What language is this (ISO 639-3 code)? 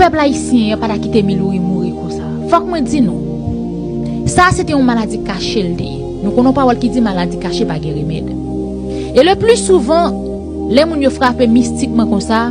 hat